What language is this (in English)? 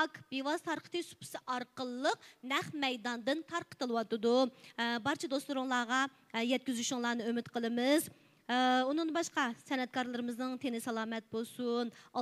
Uyghur